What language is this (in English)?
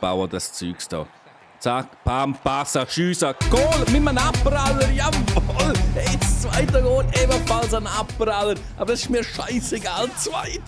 Swiss German